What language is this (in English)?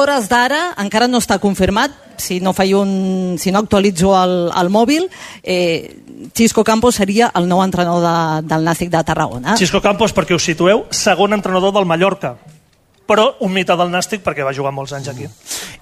Catalan